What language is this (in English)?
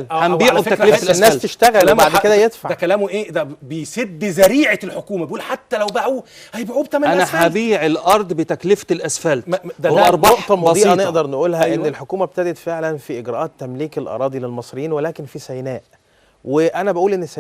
Egyptian Arabic